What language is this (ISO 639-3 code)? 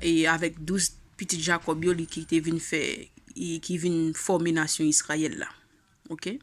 hat